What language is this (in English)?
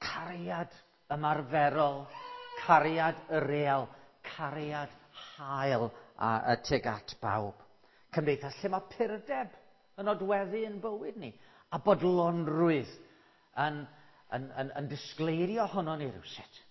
Welsh